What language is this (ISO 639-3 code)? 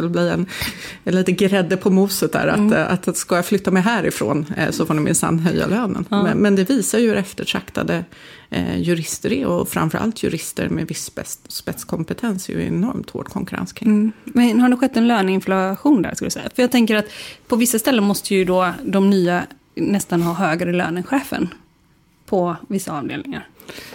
swe